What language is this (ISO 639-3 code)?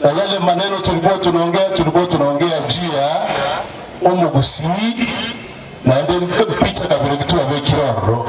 guz